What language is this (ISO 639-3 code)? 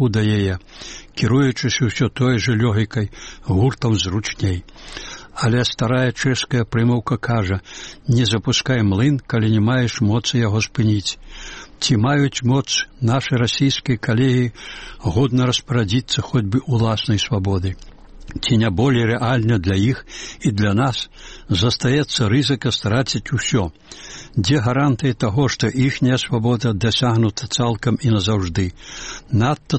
bel